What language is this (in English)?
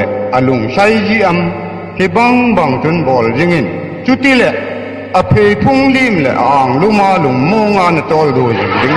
Tedim Chin